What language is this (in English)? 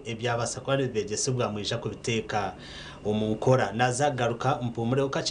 Nyankole